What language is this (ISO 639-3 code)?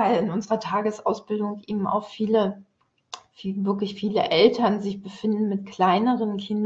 deu